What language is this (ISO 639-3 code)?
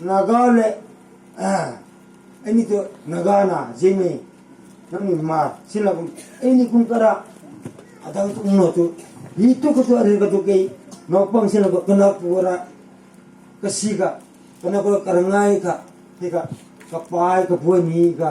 hmr